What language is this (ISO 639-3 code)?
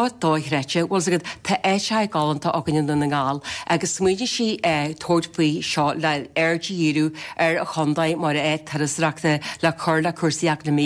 gle